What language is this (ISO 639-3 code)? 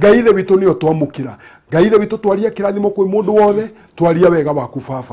kik